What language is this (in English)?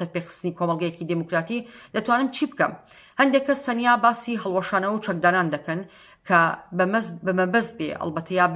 Central Kurdish